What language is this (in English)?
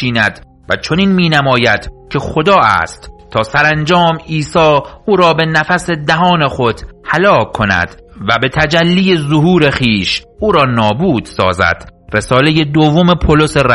Persian